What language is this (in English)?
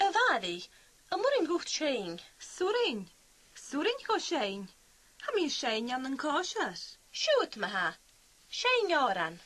Scottish Gaelic